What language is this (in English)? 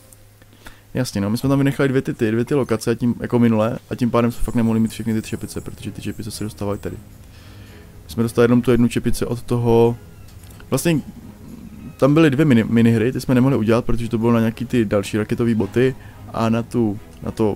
Czech